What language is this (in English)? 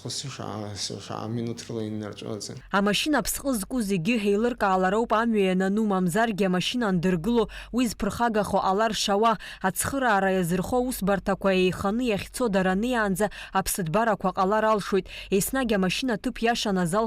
Abkhazian